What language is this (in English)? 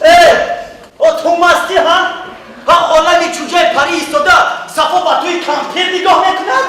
Tajik